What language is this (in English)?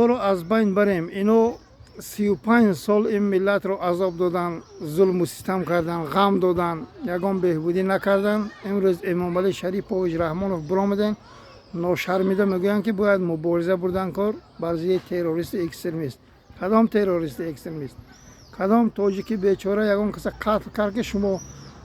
Tajik